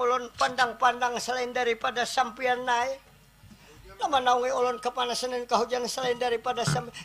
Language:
Banjar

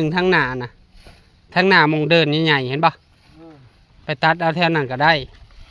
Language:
Lao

